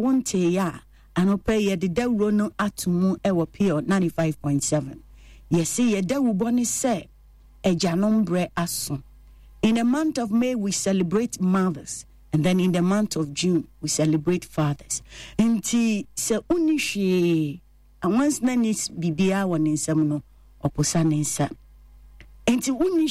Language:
Akan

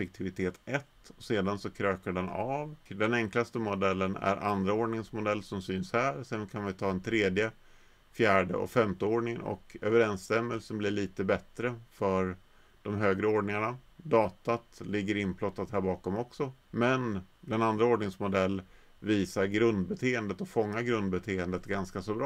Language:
Swedish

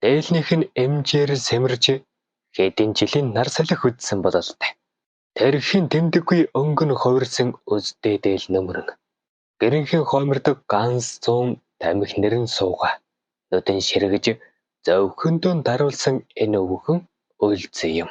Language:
Mongolian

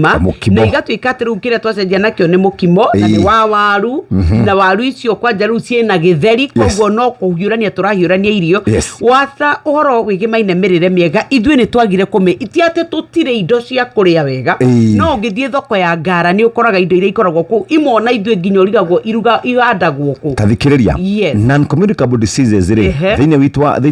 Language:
Kikuyu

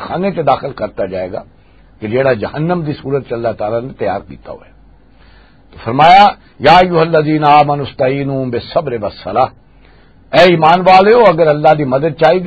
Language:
Western Panjabi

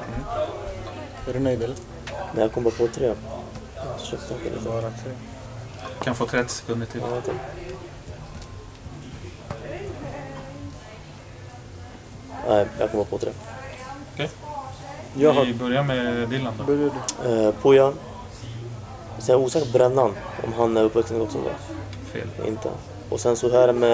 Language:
Swedish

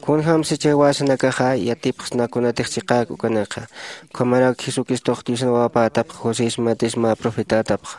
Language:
Aymara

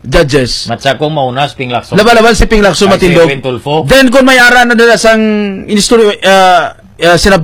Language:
Hiligaynon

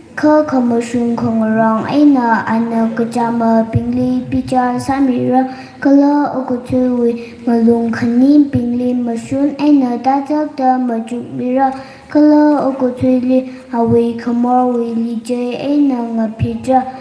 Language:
Tangkhul Naga (India)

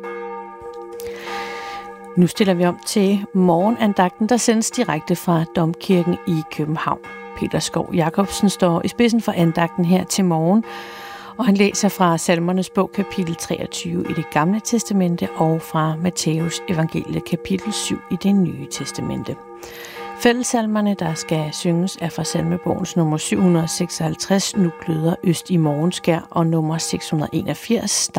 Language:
Danish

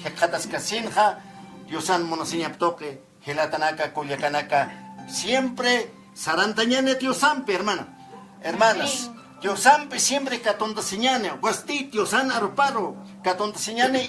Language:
Aymara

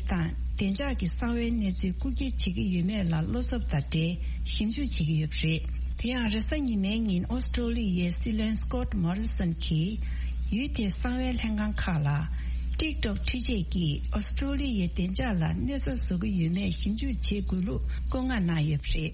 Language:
Tibetan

